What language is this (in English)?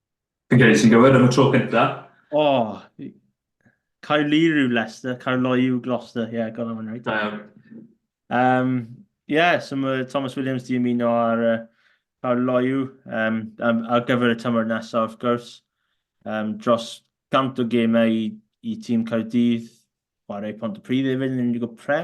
Welsh